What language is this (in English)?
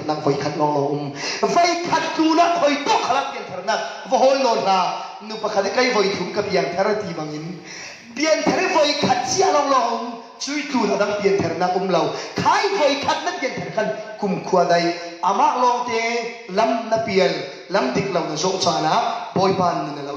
Falam Chin